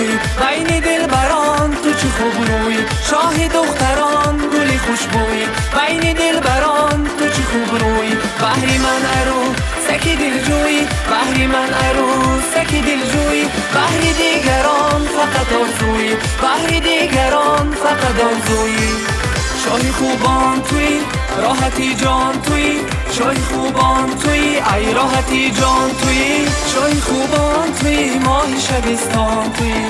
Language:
Tajik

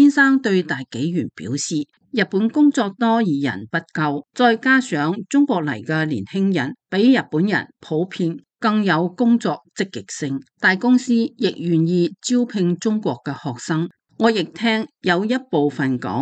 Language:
Cantonese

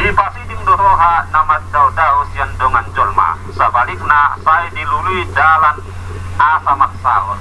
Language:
Batak Toba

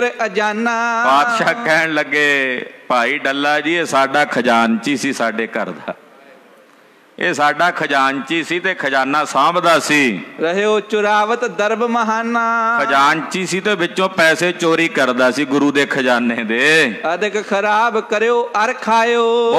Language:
Punjabi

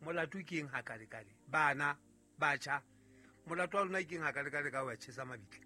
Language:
Southern Sotho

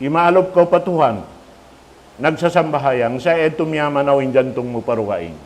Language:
Tausug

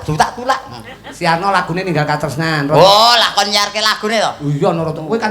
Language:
Javanese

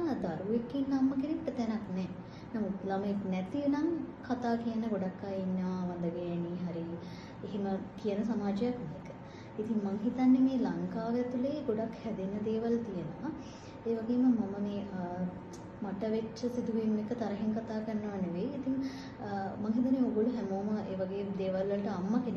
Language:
Sinhala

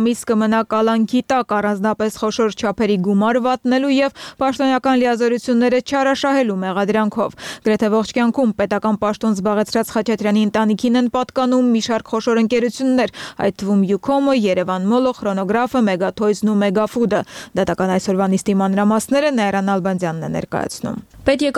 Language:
Armenian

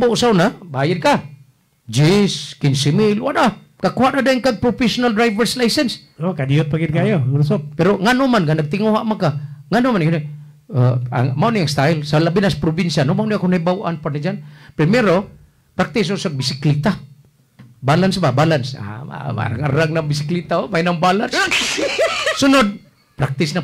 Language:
Cebuano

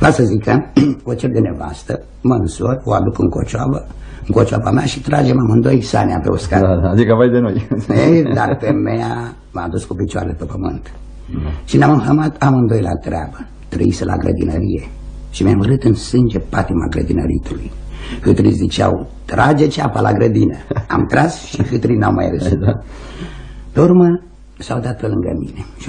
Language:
Romanian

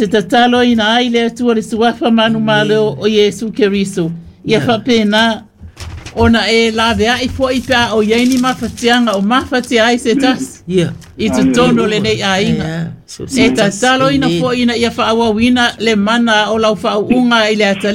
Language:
Samoan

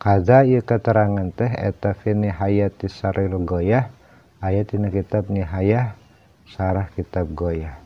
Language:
Sundanese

